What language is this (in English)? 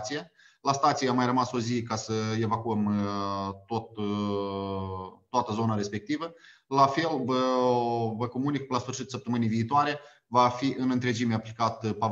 Romanian